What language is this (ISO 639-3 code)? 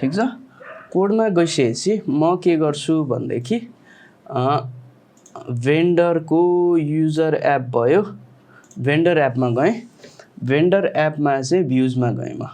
nep